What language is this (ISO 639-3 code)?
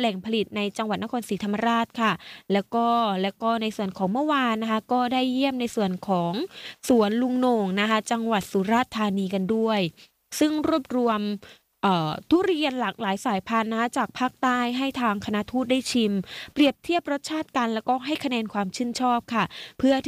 tha